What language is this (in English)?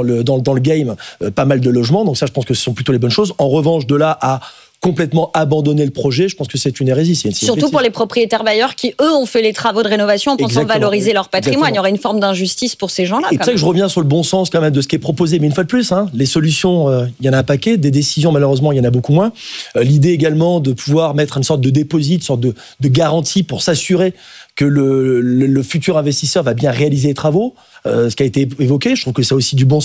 French